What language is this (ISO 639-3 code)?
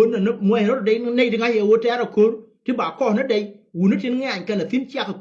nus